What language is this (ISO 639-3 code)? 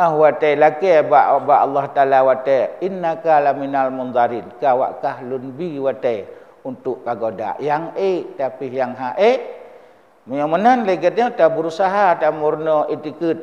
ace